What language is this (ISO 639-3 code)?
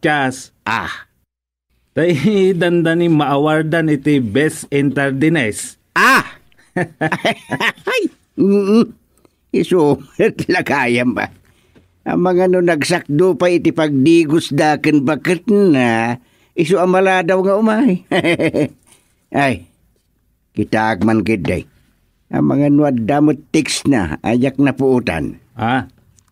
ilo